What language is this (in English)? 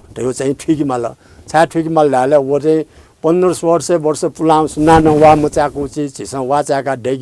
Newari